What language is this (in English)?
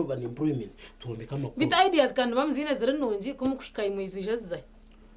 Nyankole